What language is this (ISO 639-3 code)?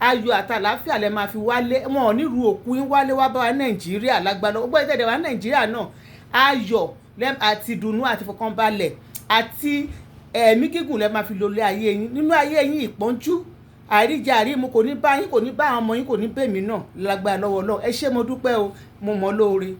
yor